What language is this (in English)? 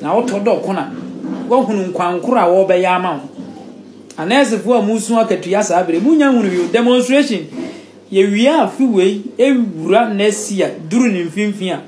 Akan